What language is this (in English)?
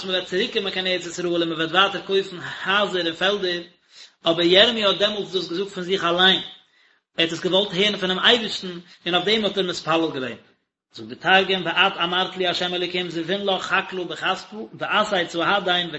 Yiddish